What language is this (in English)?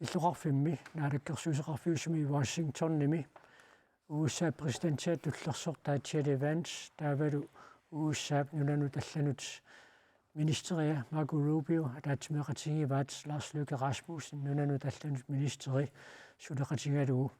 Kalaallisut